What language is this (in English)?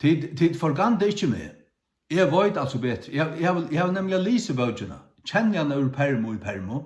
Faroese